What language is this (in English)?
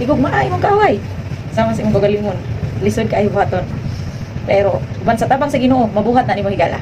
Cebuano